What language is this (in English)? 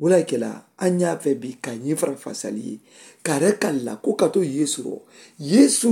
Mandingo